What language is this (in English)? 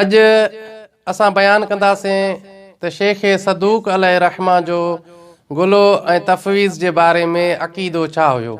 Sindhi